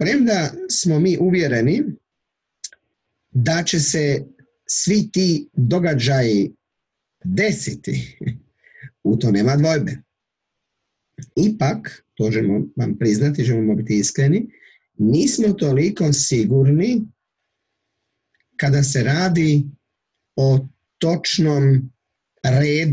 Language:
Croatian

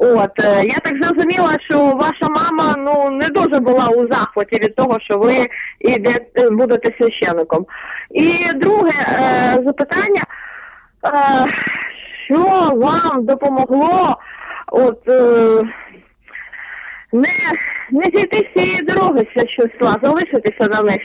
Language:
Ukrainian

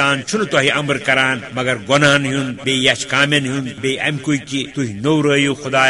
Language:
Kashmiri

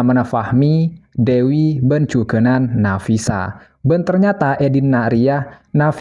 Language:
Madurese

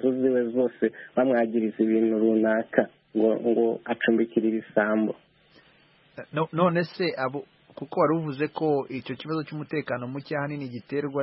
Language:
Kinyarwanda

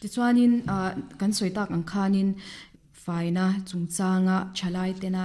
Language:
Mizo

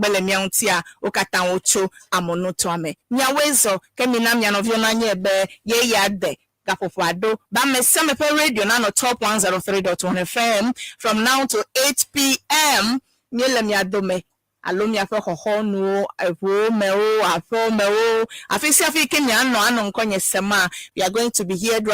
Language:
Ewe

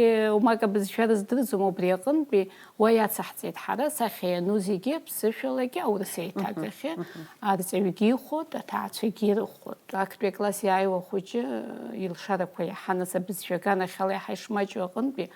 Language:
Abkhazian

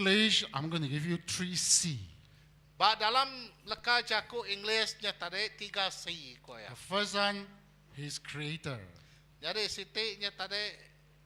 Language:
Iban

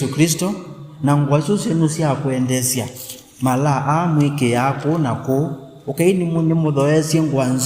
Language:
Kamba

